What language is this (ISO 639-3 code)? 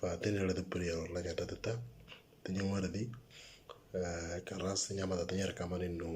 mor